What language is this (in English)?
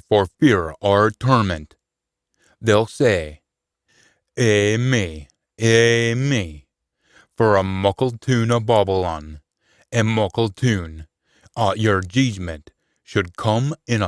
Scots